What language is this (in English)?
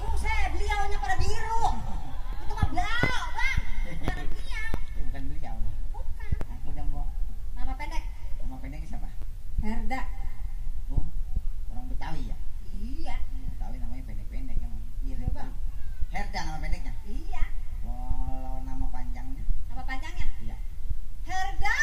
Betawi